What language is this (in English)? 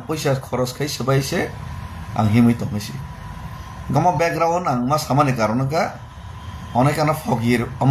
Kok Borok